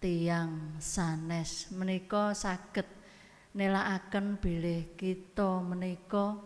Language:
Javanese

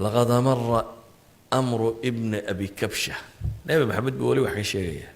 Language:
Somali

